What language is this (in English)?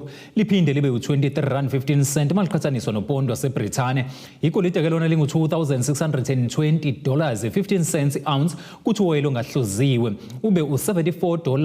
Zulu